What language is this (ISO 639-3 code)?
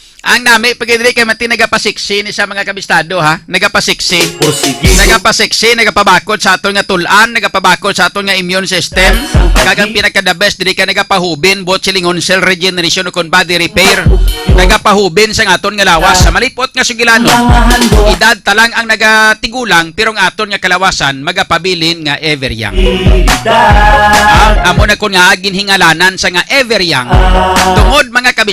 hil